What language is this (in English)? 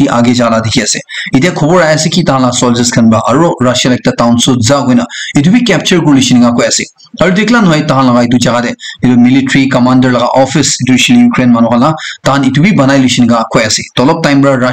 Naga Pidgin